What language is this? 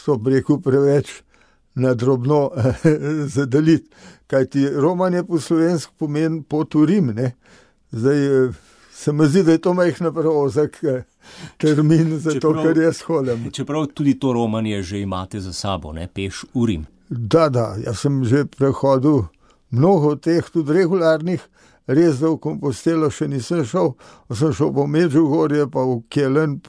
Slovenian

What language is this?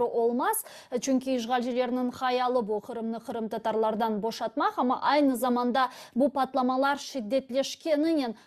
Crimean Tatar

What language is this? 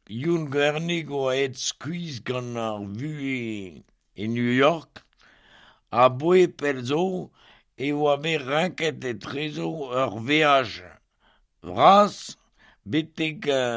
Breton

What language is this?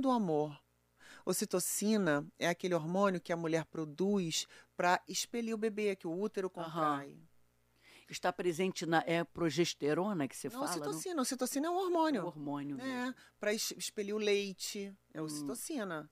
Portuguese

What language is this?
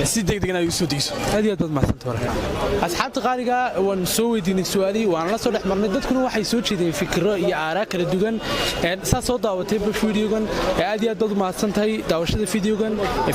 Somali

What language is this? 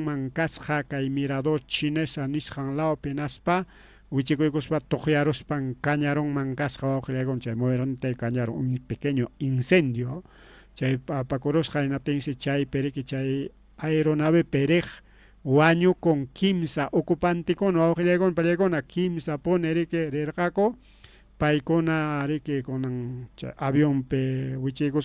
Ayacucho Quechua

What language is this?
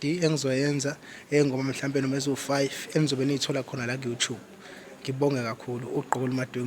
Zulu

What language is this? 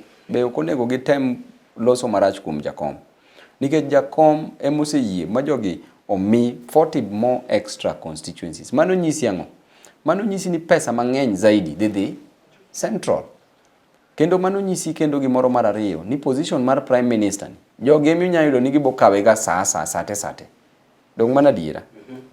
Luo (Kenya and Tanzania)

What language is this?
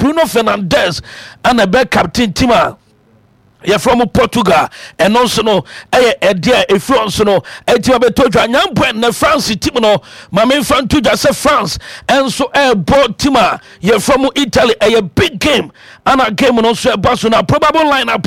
Akan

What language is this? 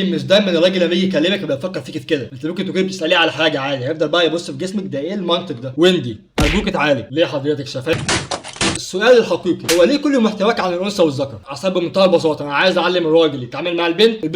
Egyptian Arabic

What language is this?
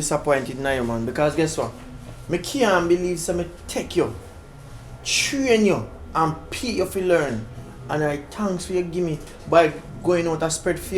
Jamaican Creole English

